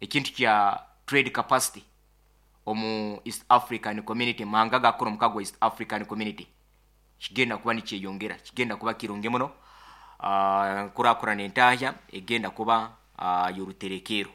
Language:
Nyankole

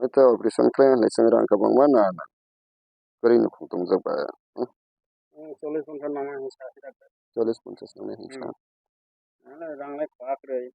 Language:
Kok Borok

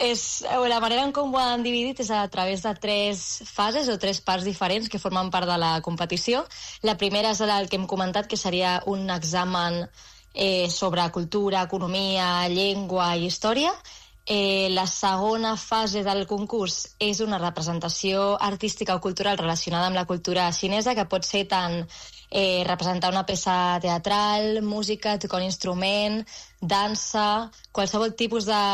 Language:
Catalan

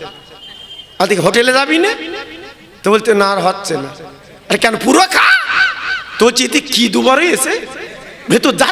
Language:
Bangla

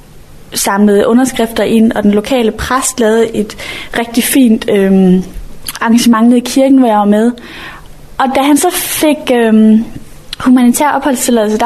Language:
Danish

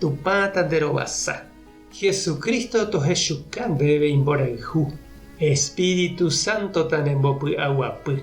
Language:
Guarani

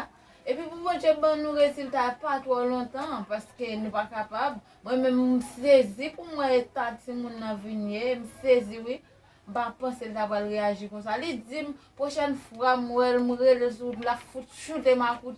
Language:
Haitian Creole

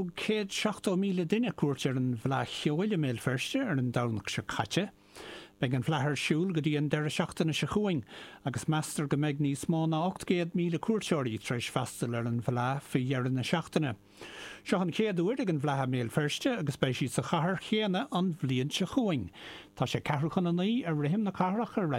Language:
Irish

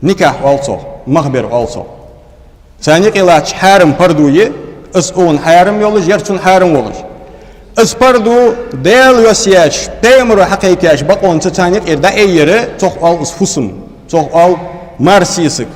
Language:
Ingush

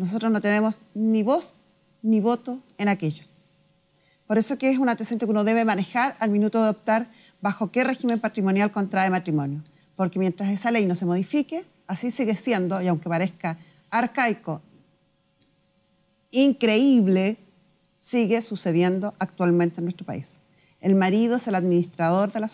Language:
Spanish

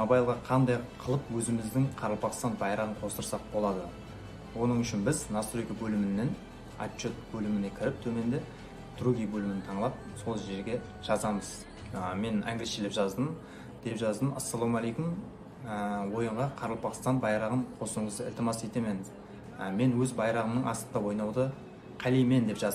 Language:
Kara-Kalpak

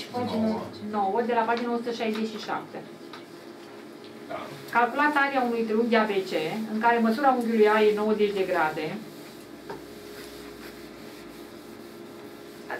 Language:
Romanian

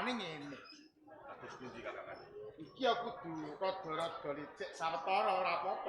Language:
Javanese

